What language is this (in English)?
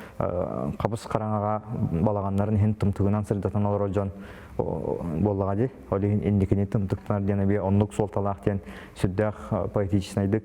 Yakut